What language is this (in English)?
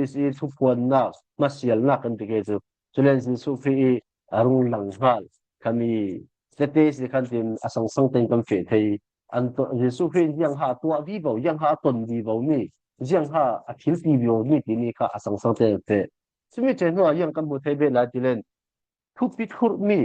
Falam Chin